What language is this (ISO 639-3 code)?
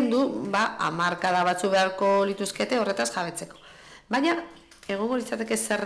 eus